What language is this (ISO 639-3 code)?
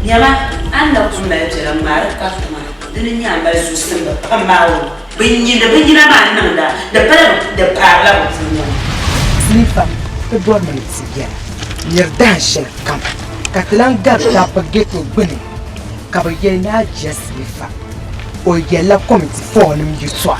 dag